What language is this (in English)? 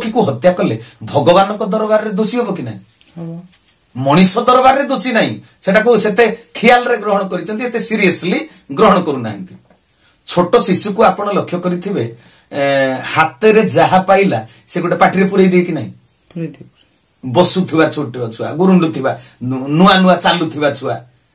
Odia